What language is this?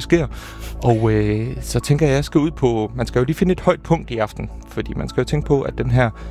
Danish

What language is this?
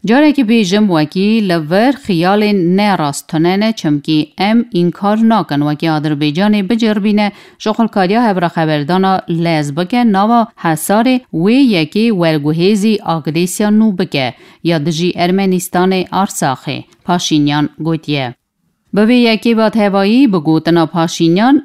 Kurdish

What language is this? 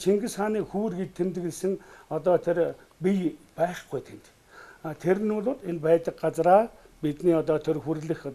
Mongolian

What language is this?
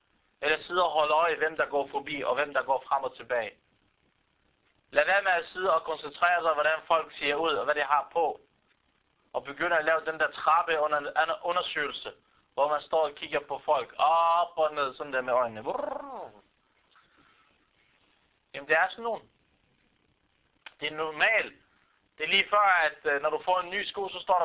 Danish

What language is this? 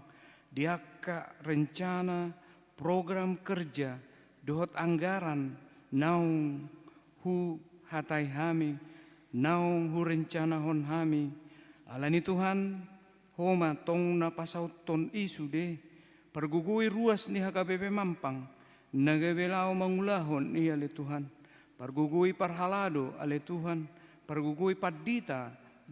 Batak Toba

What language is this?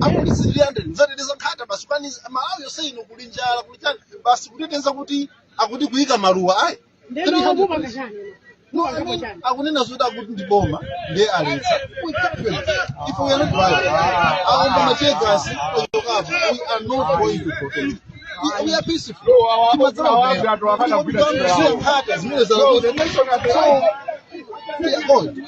Nyanja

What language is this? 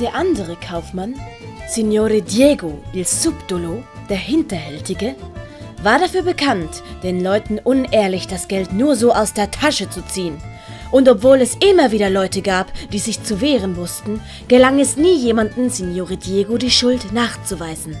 Swiss German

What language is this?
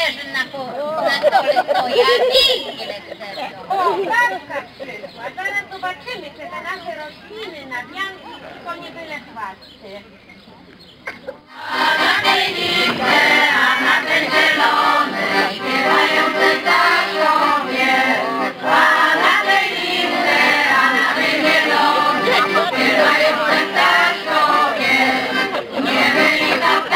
Polish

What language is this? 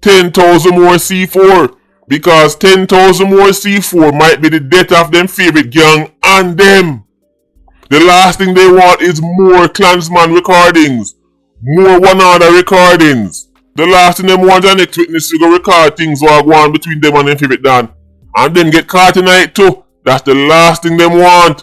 Jamaican Creole English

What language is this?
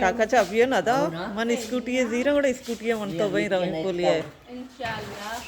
Baluchi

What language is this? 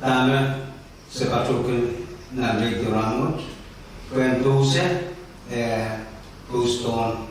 Pohnpeian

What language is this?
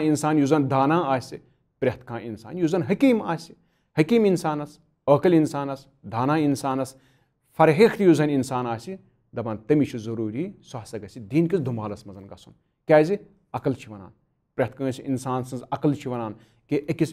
Kashmiri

